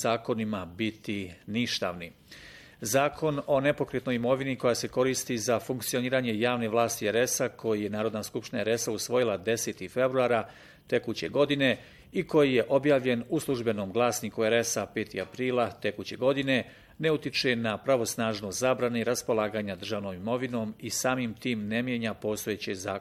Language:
Bosnian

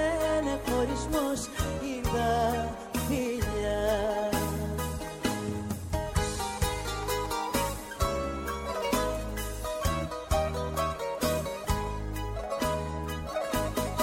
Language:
Greek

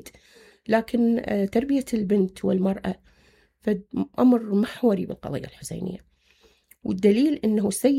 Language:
Mesopotamian Arabic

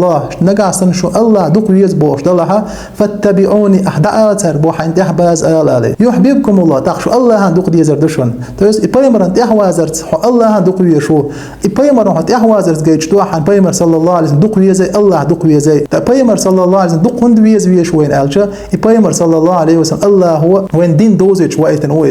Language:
Chechen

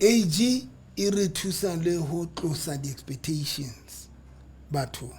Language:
Southern Sotho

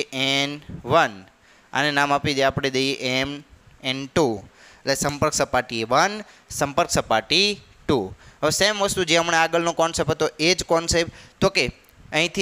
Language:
Gujarati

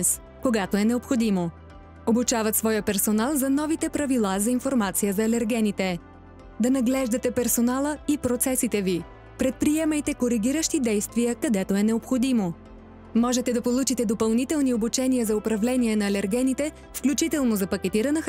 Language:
Bulgarian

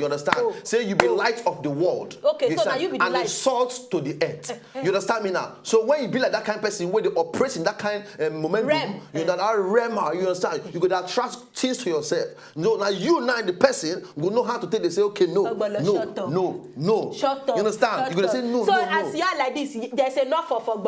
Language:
Nigerian Pidgin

